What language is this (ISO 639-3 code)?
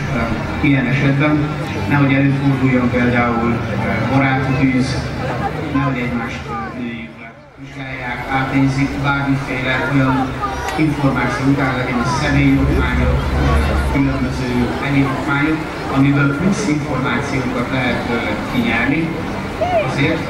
hun